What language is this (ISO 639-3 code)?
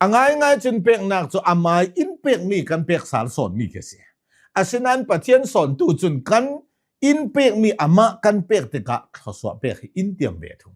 cnh